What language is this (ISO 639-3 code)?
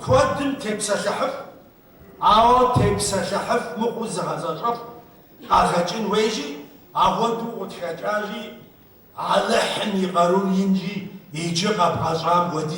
kbd